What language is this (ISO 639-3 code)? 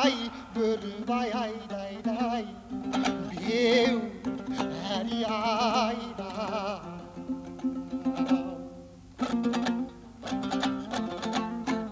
kaz